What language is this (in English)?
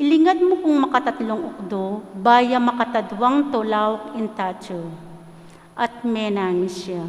Pampanga